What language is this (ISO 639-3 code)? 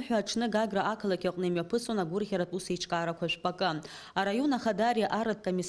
abk